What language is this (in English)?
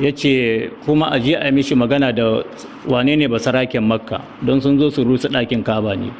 Hausa